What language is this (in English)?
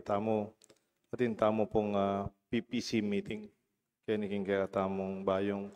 Pampanga